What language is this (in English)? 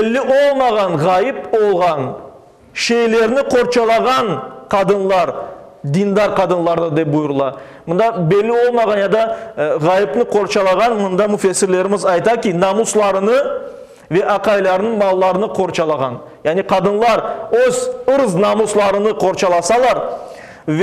Crimean Tatar